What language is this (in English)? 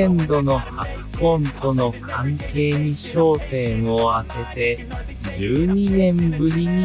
Japanese